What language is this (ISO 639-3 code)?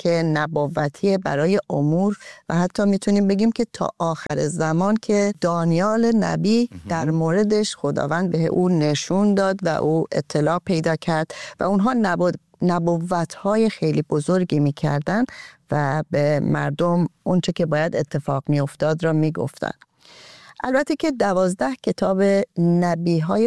fas